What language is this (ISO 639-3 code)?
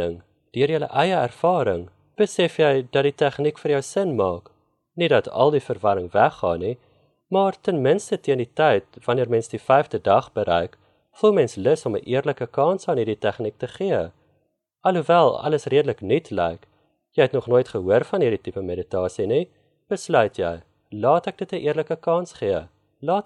afr